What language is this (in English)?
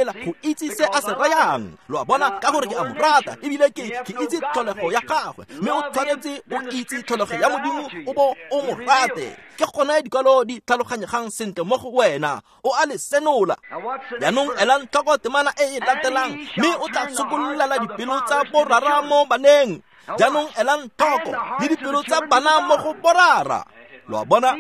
Tswana